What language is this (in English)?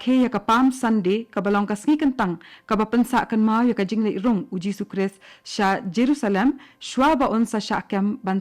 Khasi